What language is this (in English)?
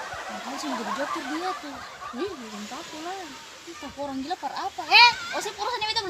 Ambonese Malay